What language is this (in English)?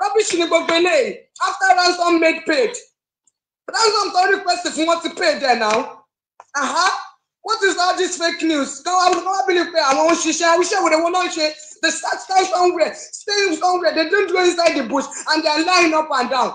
Yoruba